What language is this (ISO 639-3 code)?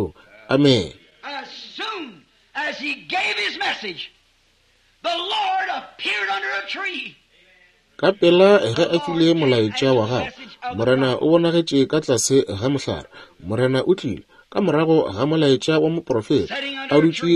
nso